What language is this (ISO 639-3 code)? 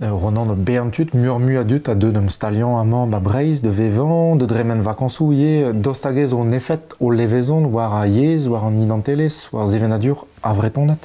bre